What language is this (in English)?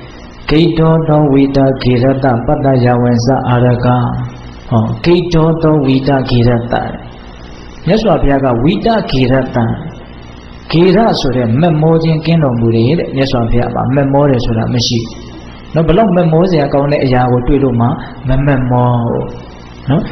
Burmese